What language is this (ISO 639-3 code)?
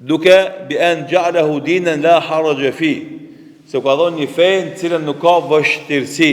sqi